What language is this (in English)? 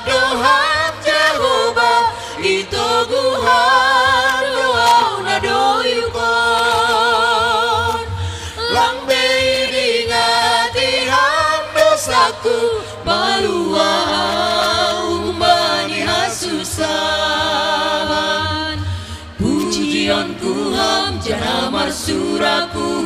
Batak Simalungun